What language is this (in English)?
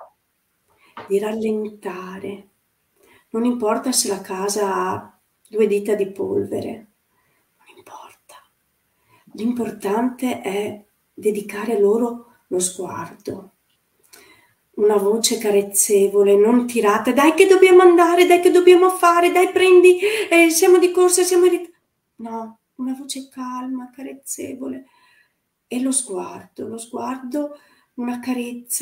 Italian